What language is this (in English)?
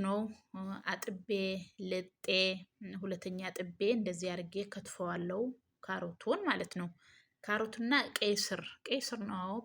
Amharic